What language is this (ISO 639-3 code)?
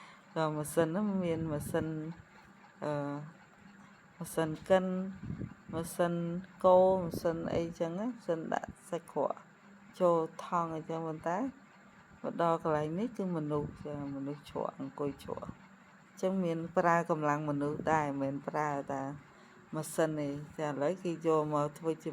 khm